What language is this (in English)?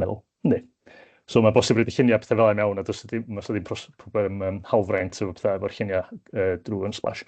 Welsh